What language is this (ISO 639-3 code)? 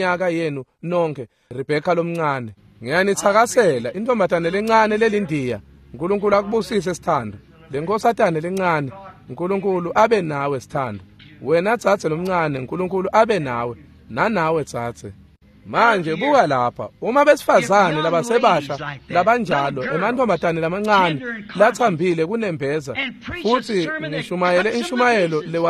ssw